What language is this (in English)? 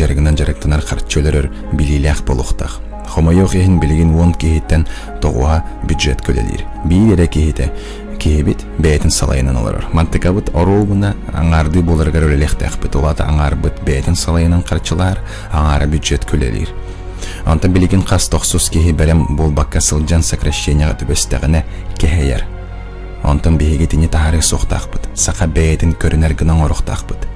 Yakut